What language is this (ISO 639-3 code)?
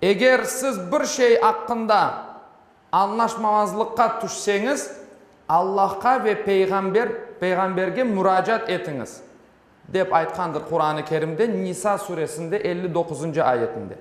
crh